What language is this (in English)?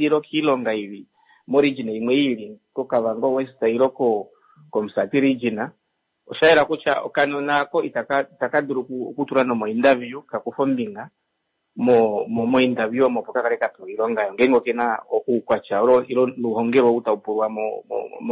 Kuanyama